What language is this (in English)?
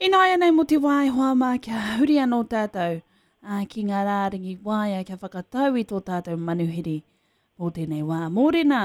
Māori